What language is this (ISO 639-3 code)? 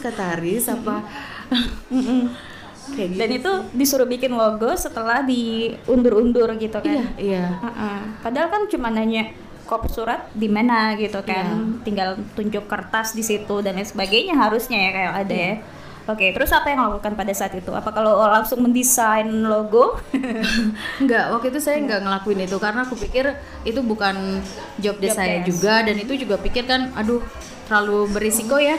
ind